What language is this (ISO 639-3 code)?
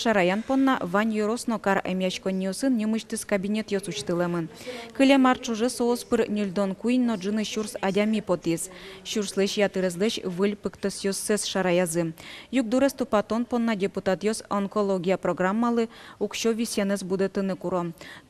udm